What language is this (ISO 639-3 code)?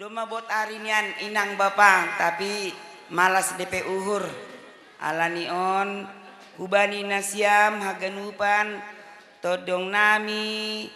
btx